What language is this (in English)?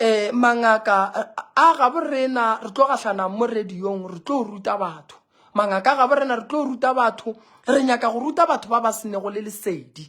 Northern Sotho